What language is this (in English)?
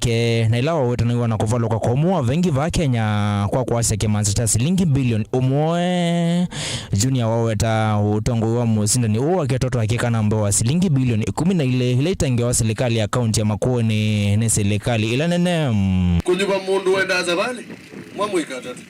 Kamba